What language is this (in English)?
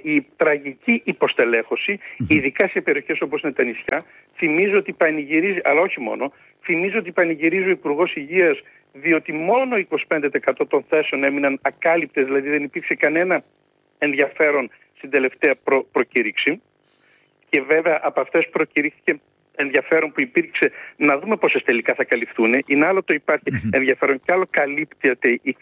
Greek